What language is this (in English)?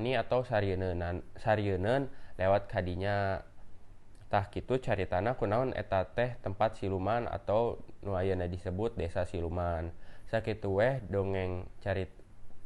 Sundanese